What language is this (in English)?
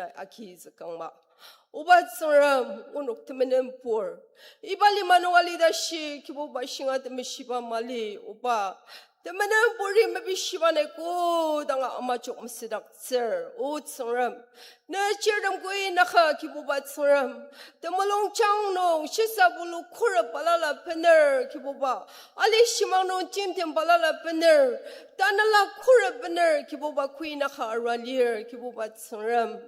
Ao Naga